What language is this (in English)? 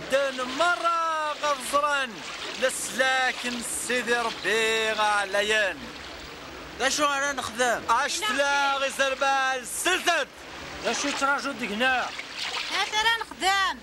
Kabyle